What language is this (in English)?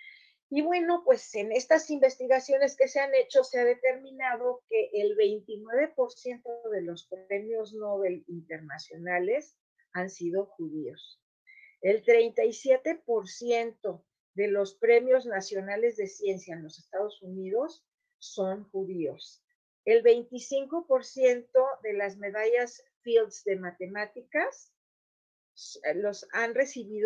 Ladino